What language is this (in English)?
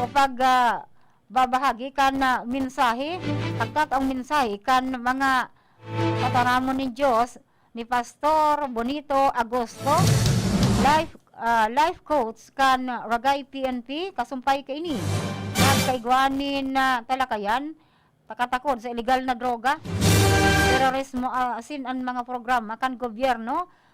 Bikol